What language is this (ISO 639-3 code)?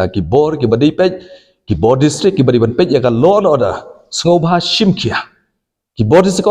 kha